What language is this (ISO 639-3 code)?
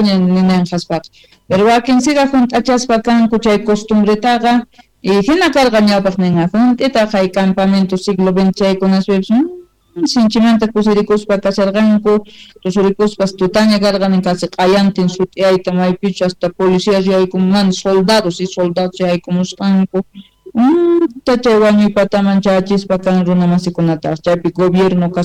quh